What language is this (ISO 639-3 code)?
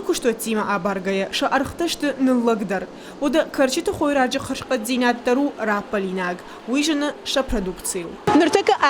oss